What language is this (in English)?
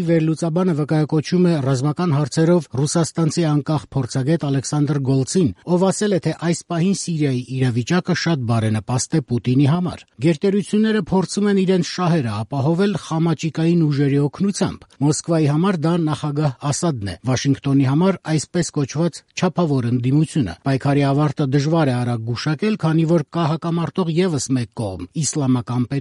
Armenian